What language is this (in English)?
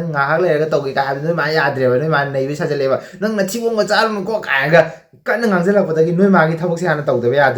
Manipuri